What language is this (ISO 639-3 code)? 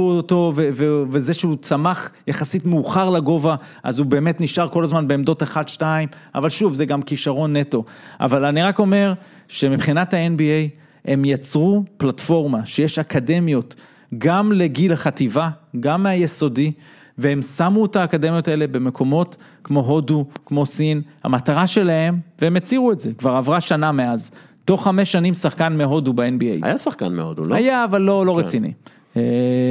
heb